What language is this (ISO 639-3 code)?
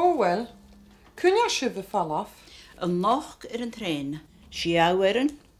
gla